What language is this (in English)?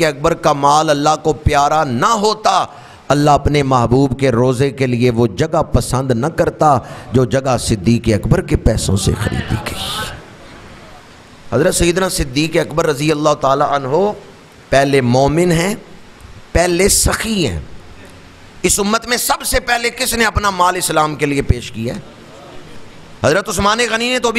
Urdu